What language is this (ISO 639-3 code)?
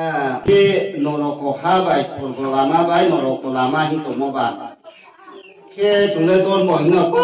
ria